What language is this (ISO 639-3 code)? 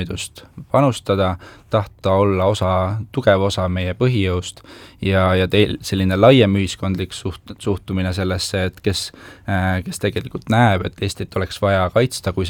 est